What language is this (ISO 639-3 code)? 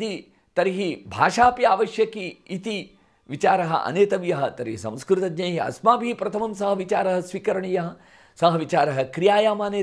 san